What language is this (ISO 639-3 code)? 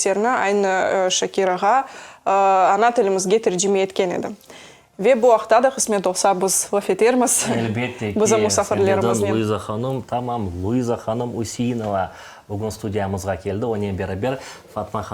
crh